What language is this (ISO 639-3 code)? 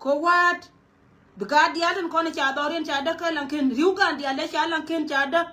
nus